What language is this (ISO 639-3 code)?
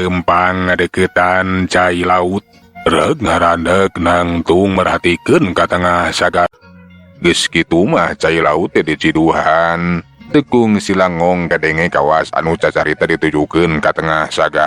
sun